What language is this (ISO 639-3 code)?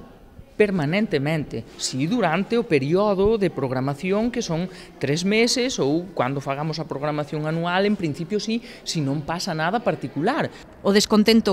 glg